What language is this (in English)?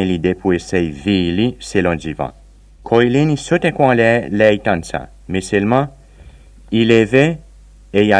Seselwa Creole French